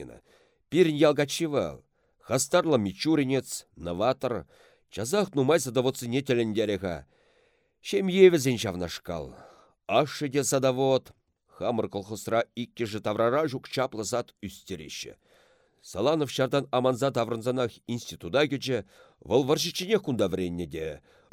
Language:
Chuvash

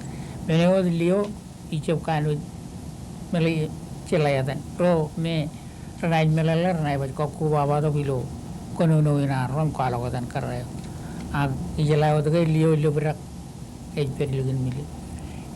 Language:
Marshallese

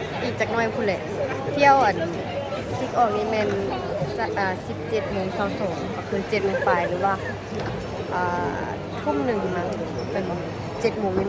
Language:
Lao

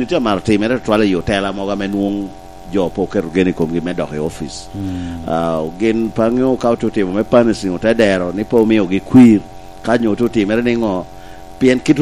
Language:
Lango (Uganda)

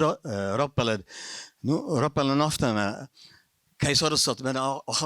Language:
Ossetic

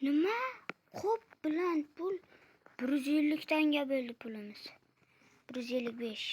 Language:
Uzbek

